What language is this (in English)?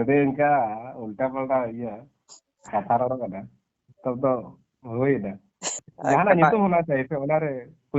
Santali